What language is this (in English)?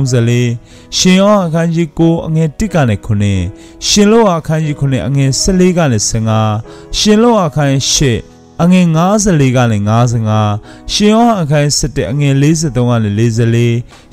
Burmese